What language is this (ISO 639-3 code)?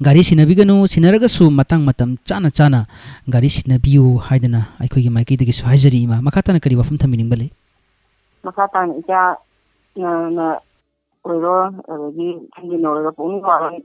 mni